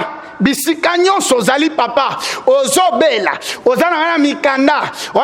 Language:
Lingala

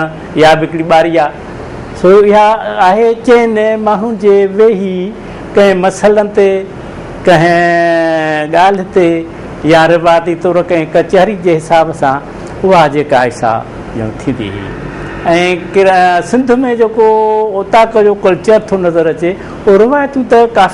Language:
Sindhi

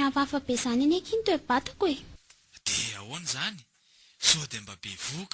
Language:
Malagasy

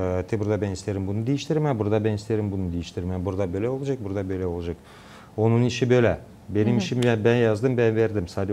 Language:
Gagauz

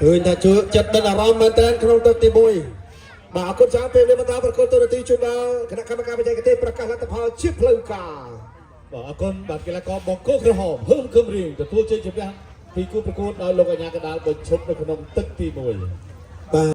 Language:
Khmer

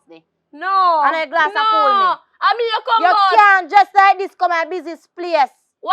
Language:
Jamaican Creole English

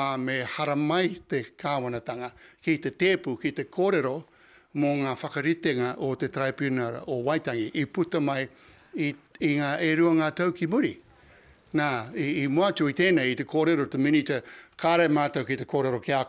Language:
Māori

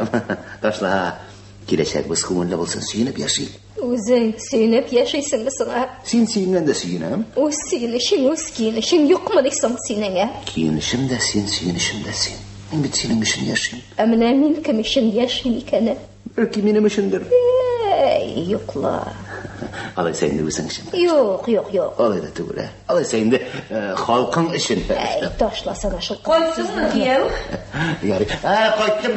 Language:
Tatar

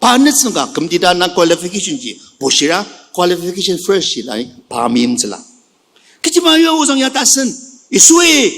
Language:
Ao Naga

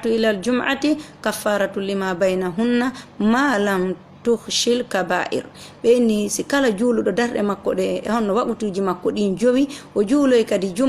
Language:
Fula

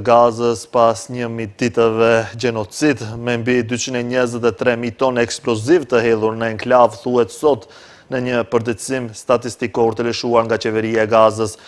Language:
Albanian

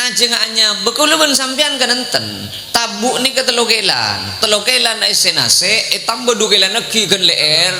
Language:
Madurese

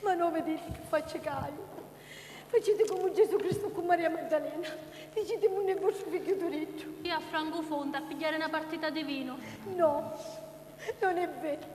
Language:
Sicilian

